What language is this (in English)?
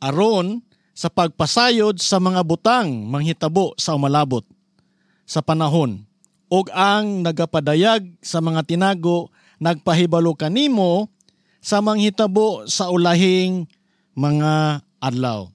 Cebuano